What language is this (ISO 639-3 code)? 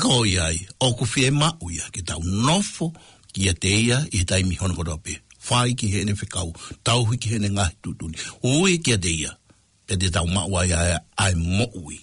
ton